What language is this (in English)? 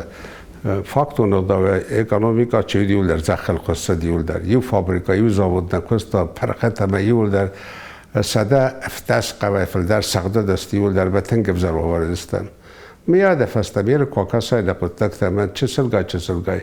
Ossetic